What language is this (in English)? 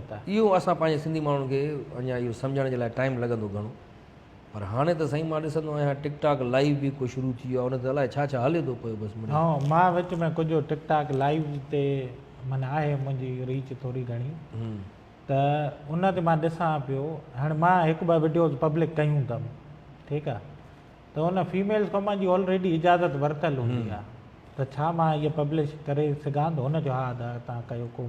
Sindhi